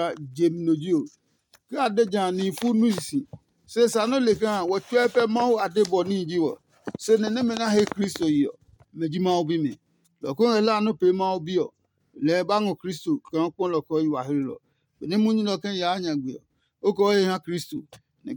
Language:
Adangme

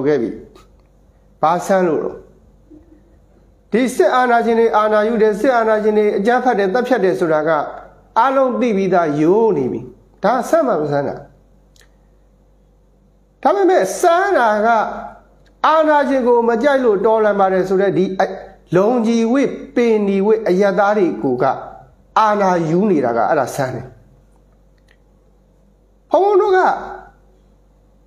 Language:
Burmese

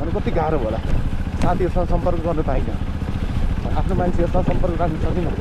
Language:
Nepali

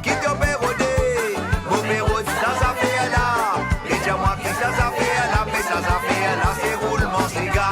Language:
Morisyen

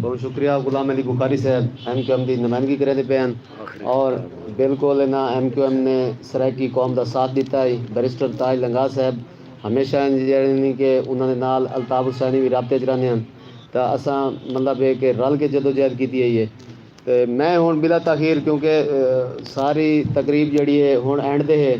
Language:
Saraiki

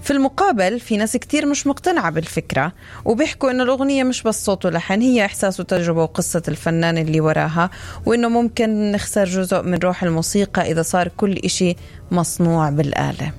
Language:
North Levantine Arabic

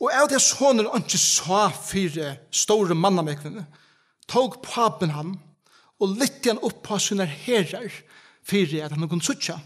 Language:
Faroese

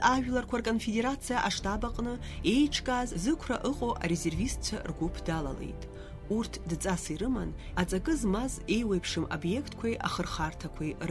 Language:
Abkhazian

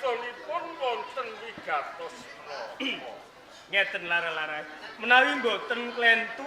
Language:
Javanese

